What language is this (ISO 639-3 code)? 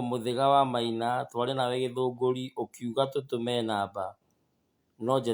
kik